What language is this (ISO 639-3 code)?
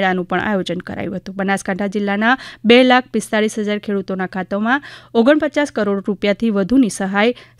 guj